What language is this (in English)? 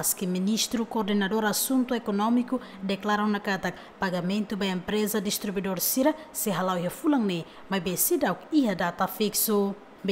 Tetum